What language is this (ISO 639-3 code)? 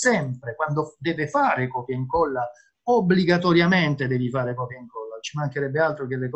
ita